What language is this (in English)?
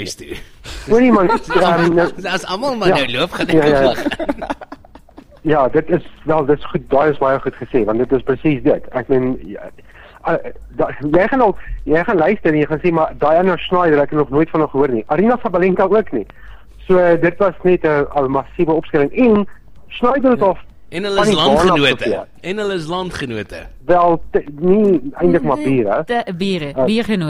Afrikaans